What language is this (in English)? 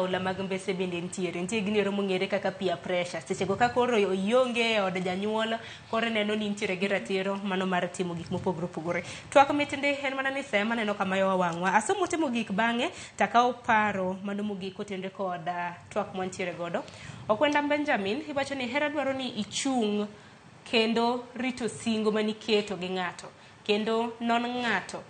Luo (Kenya and Tanzania)